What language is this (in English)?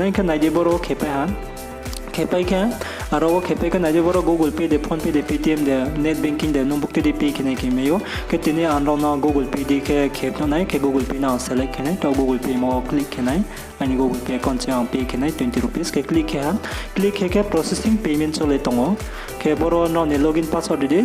Riang (India)